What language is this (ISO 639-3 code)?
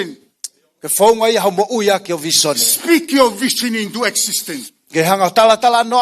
ton